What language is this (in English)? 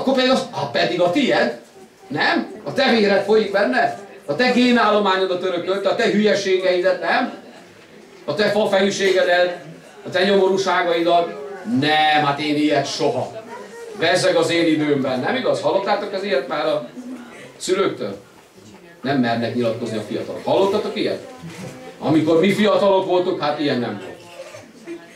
Hungarian